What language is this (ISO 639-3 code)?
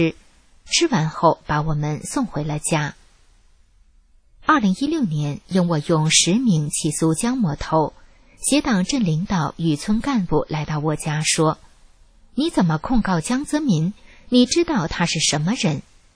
zho